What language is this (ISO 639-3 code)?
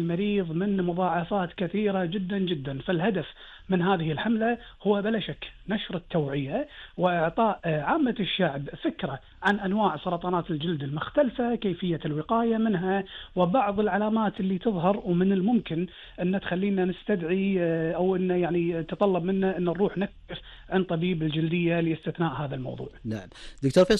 afb